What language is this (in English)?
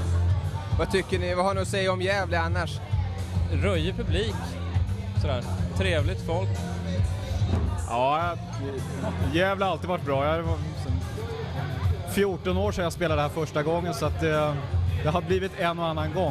Swedish